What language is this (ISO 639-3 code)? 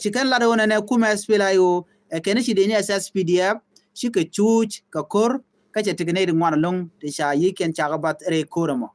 nus